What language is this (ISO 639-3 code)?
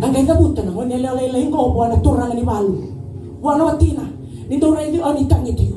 fij